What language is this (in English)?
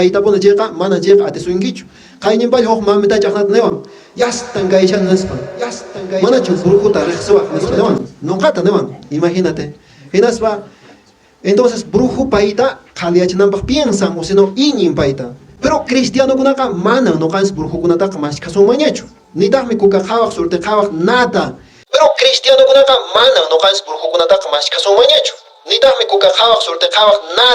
Quechua